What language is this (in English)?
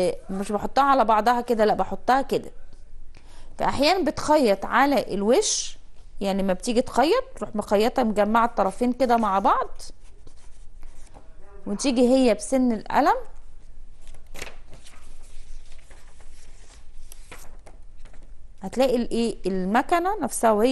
Egyptian Arabic